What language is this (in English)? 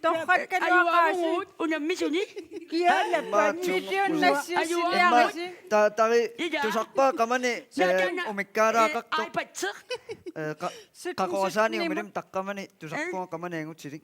Kalaallisut